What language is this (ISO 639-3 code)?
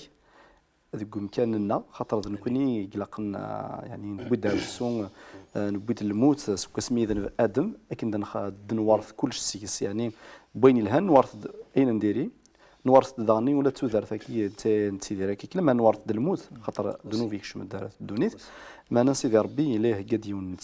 kab